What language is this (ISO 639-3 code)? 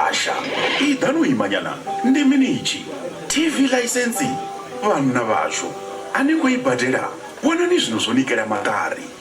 ven